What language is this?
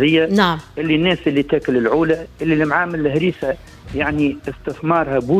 Tunisian Arabic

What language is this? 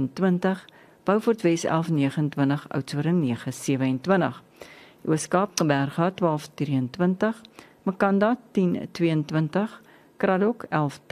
Afrikaans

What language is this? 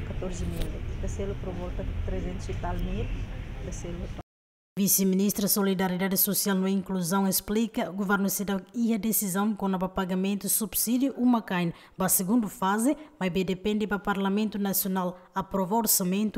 Tetum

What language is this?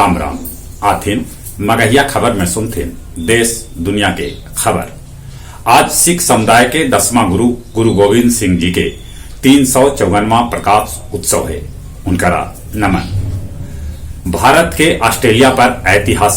Magahi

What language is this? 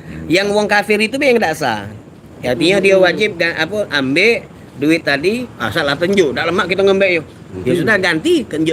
Musi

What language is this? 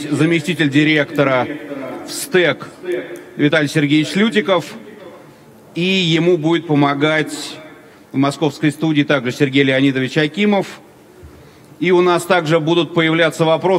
Russian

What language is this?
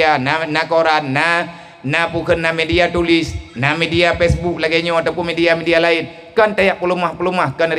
Achinese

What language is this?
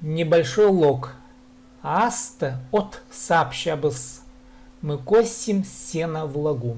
Khakas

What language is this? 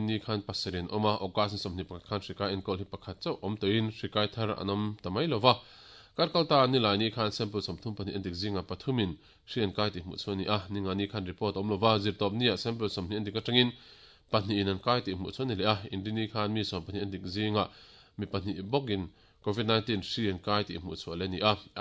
Mizo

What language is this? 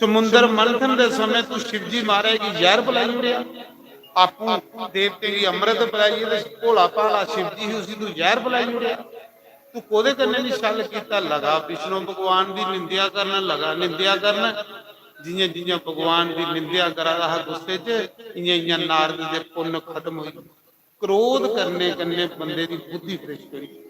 Dogri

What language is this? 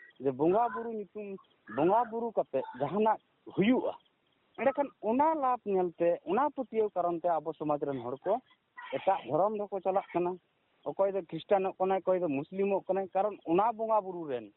Santali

